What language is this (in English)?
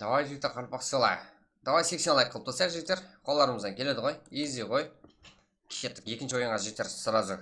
Kara-Kalpak